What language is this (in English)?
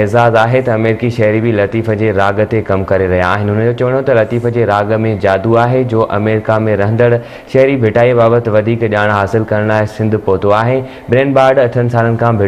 Sindhi